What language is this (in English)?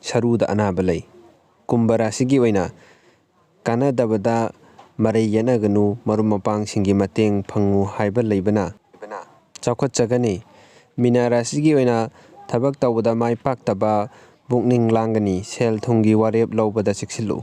Manipuri